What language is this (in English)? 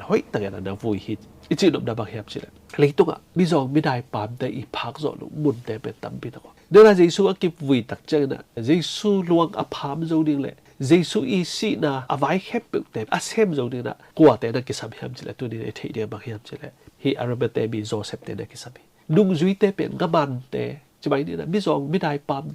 Tedim Chin